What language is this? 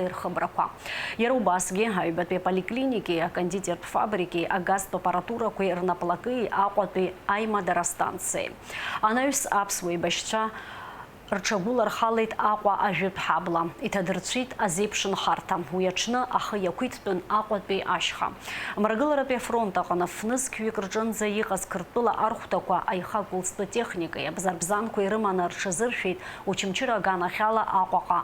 Abkhazian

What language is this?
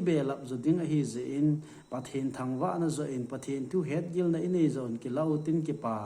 Thado Chin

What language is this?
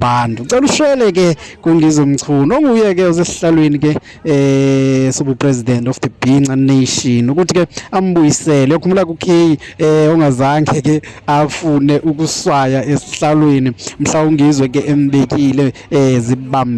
Zulu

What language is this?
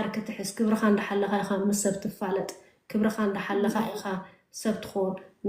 Tigrinya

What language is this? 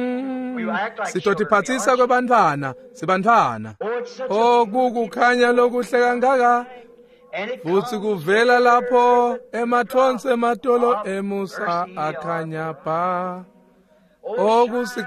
Swati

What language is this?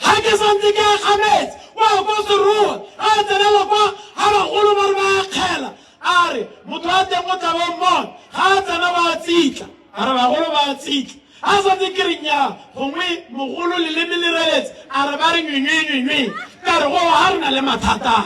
Tswana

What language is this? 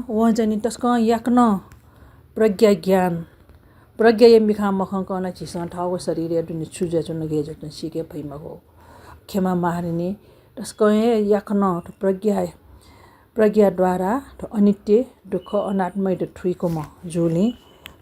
Newari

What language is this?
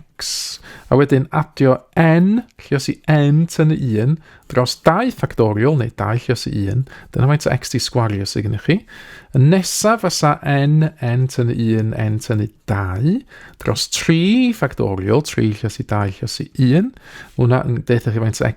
Welsh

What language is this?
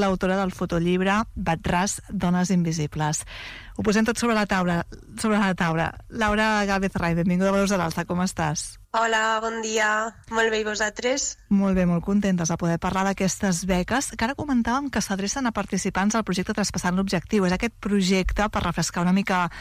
Catalan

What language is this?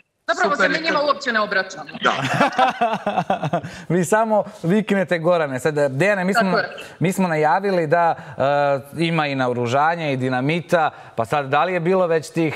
Croatian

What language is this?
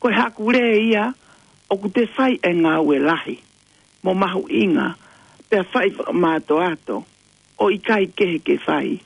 Tongan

